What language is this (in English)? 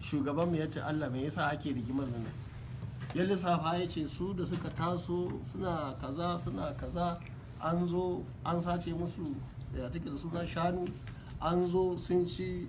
Hausa